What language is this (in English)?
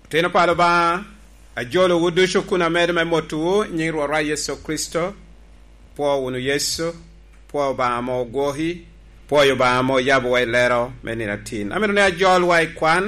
Lango (Uganda)